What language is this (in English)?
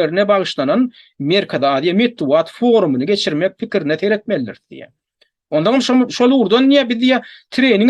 Turkmen